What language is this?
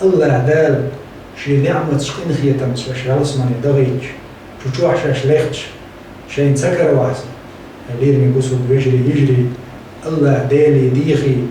Chechen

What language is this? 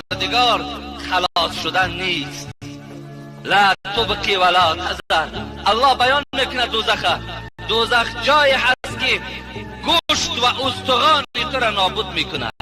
Tajik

